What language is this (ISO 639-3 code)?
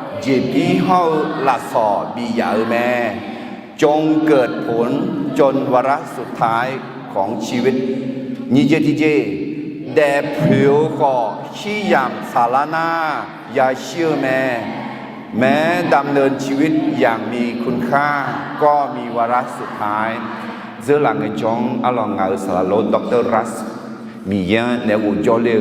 ahk